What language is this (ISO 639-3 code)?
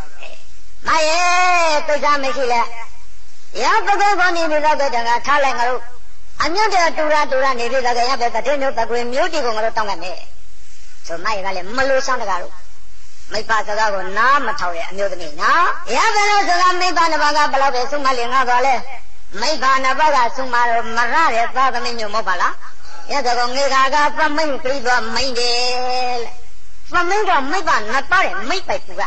mya